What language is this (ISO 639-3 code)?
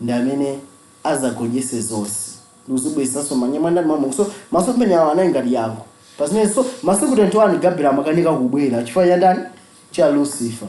nya